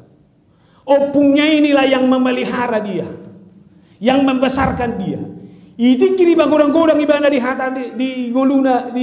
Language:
Batak Toba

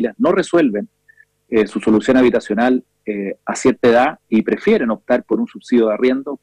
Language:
Spanish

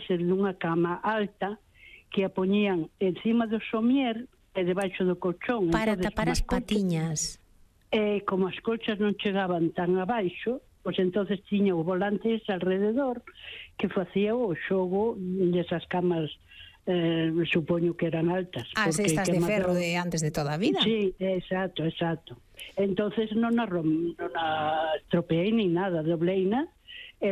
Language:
Galician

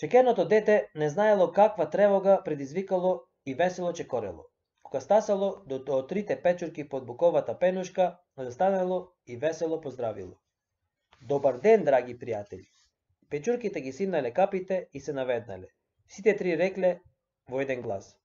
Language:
Macedonian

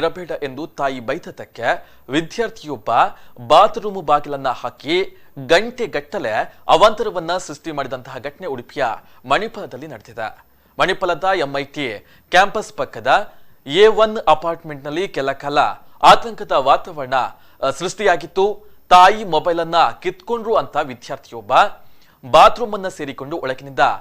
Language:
Kannada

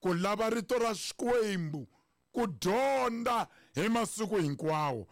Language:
Tsonga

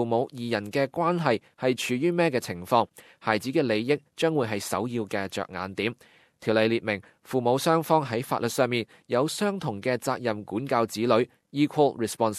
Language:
Cantonese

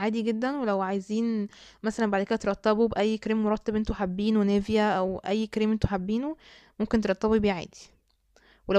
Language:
Egyptian Arabic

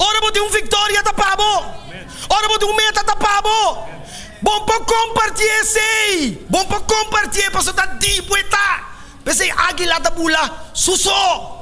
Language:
Papiamento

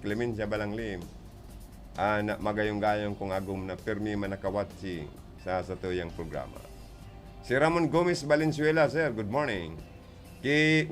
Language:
Bikol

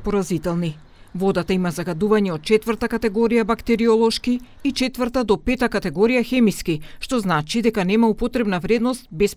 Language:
Macedonian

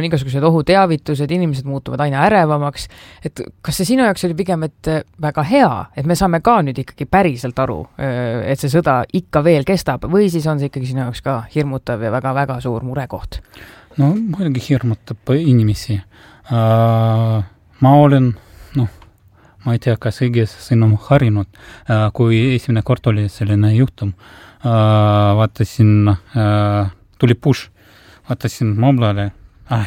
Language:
Estonian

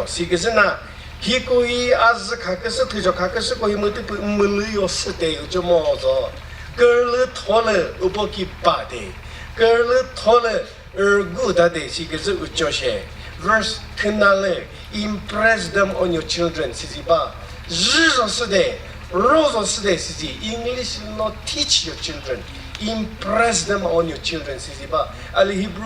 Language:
Chokri Naga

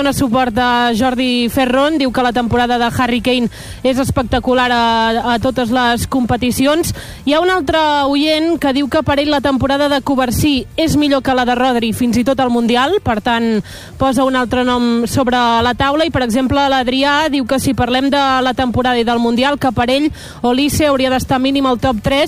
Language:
Catalan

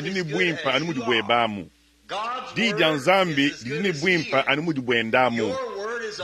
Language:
Luba-Lulua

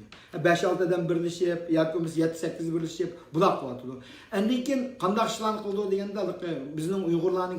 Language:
Uyghur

